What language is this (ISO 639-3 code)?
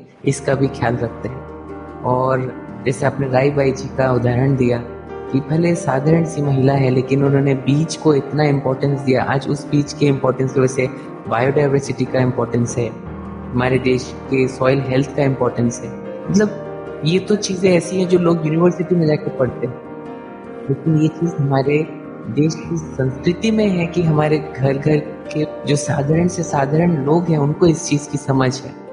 hin